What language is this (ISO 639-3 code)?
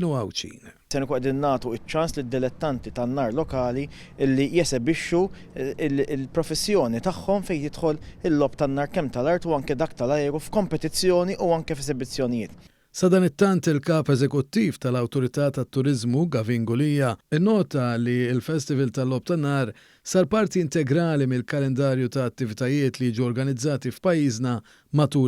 mlt